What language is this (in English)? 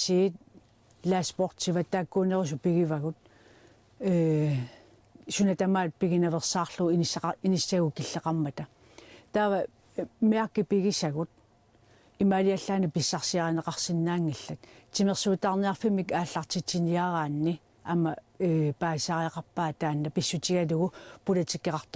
Kalaallisut